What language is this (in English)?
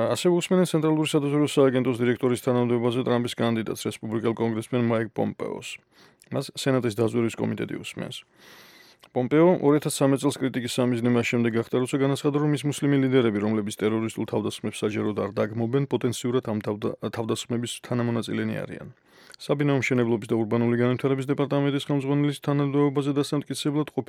Georgian